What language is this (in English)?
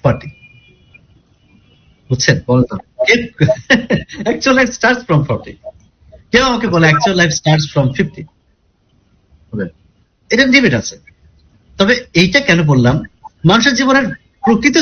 Bangla